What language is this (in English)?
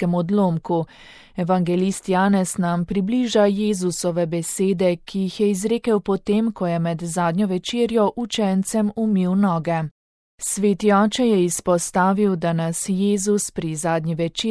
Slovenian